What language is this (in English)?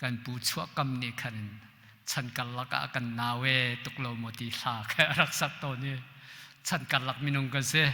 Hakha Chin